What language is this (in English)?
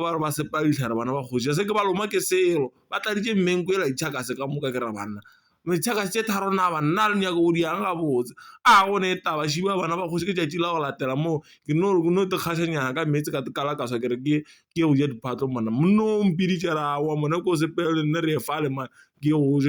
Northern Sotho